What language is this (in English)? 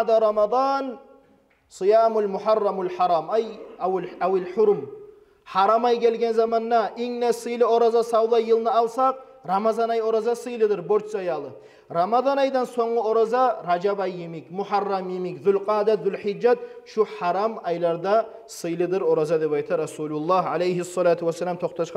Kumyk